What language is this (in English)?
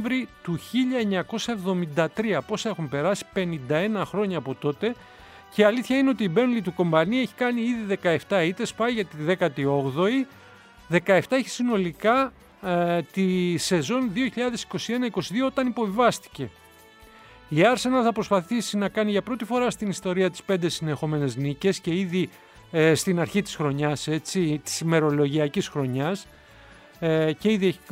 Greek